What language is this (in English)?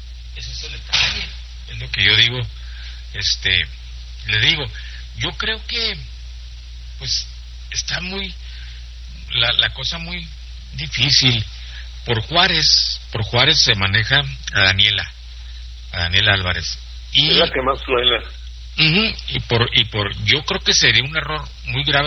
Spanish